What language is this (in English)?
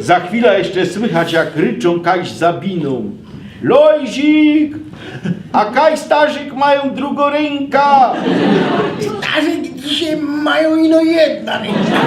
Silesian